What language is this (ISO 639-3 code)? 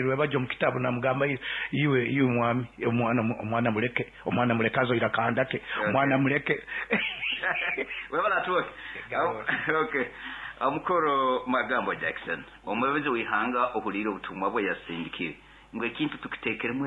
nyo